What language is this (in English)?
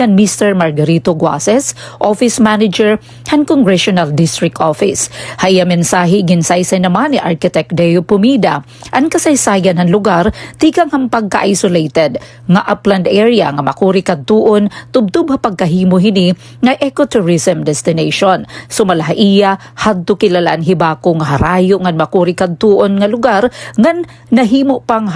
Waray